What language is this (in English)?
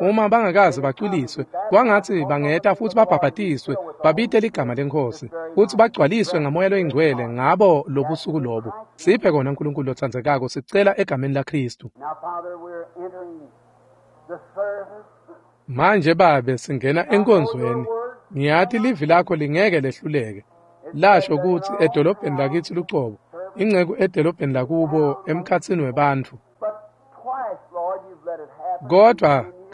Swati